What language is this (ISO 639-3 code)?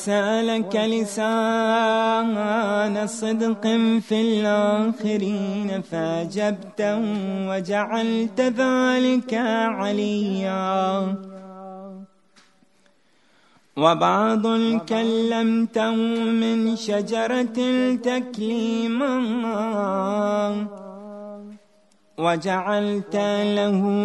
ara